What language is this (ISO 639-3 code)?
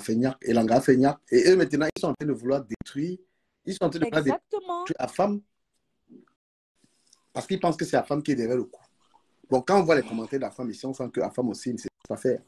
fra